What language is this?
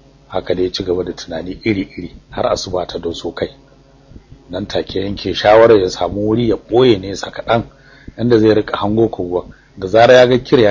Hausa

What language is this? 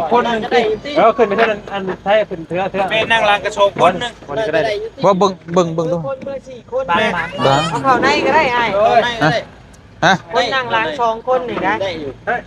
Lao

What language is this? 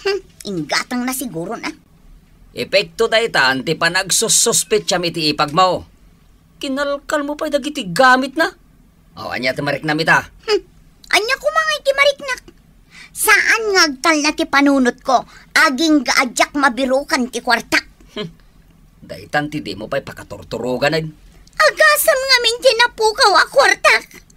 Iloko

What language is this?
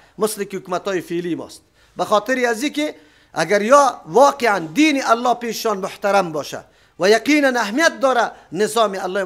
Persian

